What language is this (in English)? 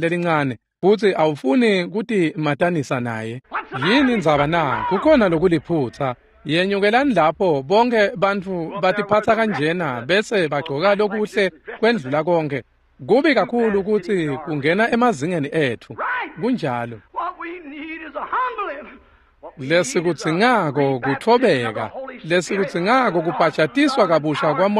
Swati